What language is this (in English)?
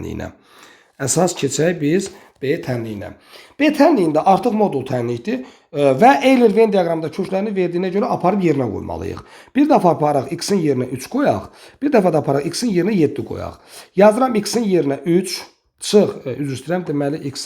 Azerbaijani